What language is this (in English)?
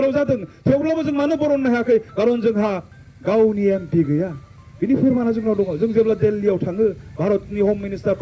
Bodo